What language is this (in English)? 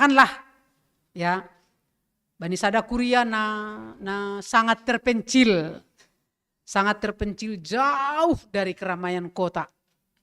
Batak Simalungun